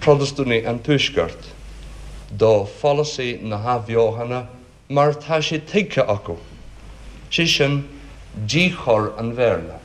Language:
Irish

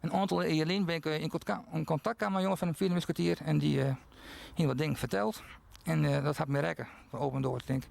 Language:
Western Frisian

